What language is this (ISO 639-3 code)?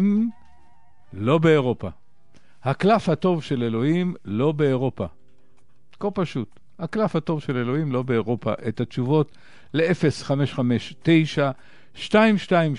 heb